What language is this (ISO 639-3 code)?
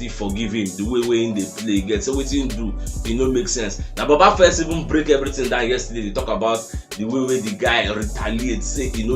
pcm